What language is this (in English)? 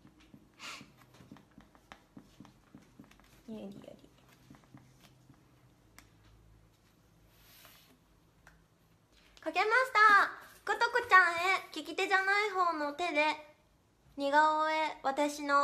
Japanese